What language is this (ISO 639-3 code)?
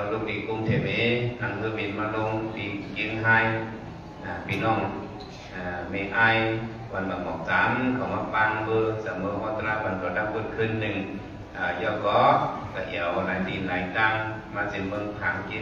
shn